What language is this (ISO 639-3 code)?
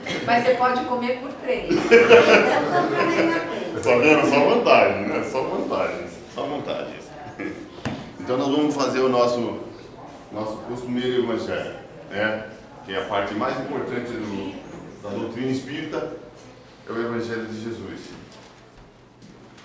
por